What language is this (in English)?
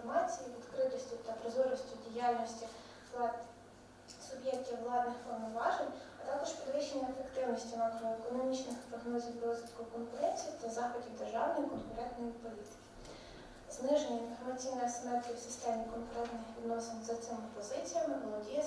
Ukrainian